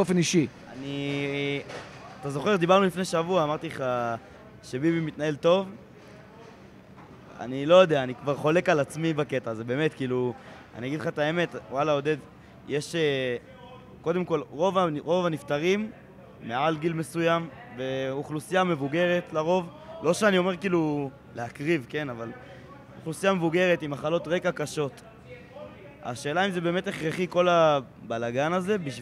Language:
Hebrew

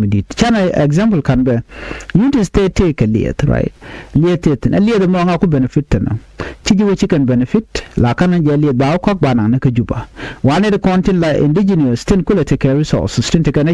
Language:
Nuer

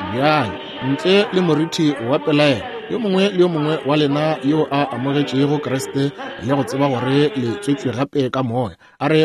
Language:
Northern Sotho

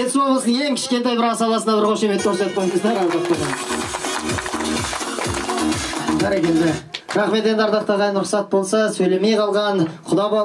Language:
Kazakh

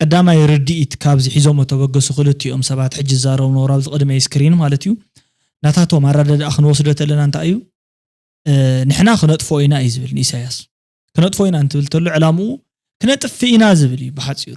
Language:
Tigrinya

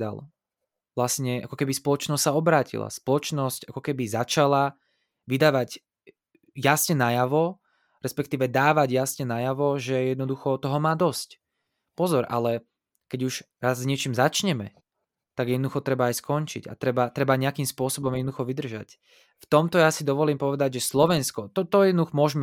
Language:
Slovak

